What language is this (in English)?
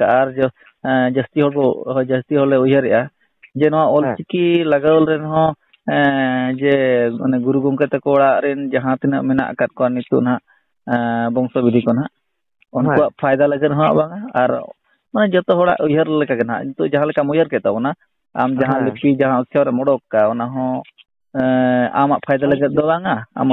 Santali